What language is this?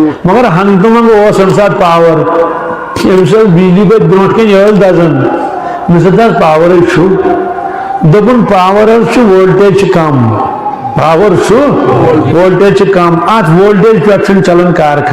Kashmiri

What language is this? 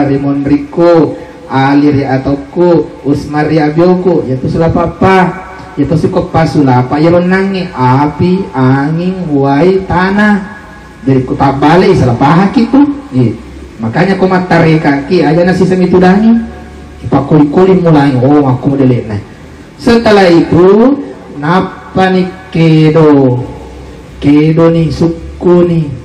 Buginese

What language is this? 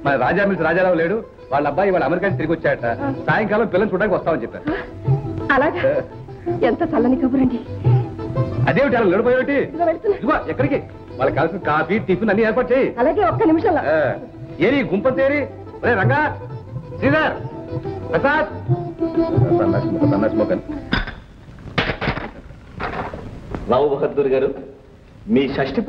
Telugu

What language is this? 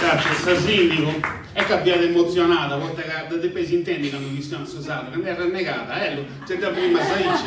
Sardinian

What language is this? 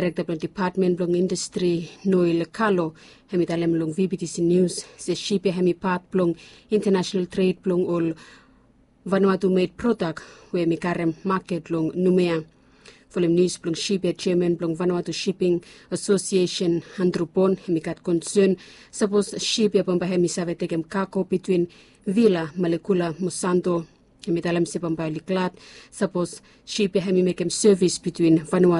Bislama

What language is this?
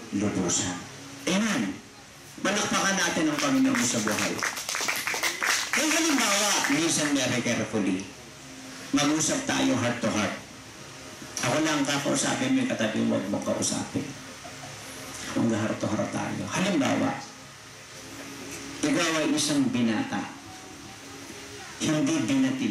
Filipino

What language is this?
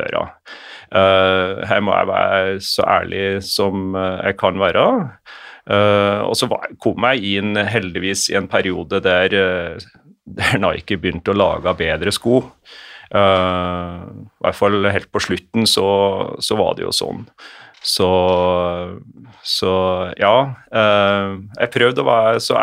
Norwegian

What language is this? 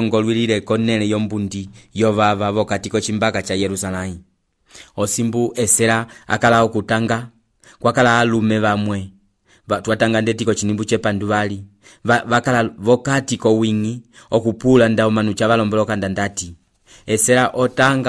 Umbundu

